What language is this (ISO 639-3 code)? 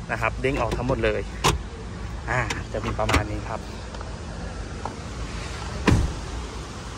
tha